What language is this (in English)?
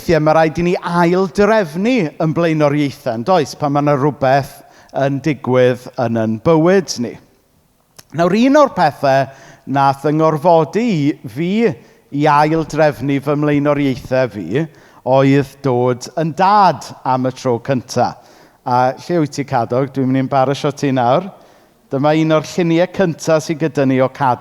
Welsh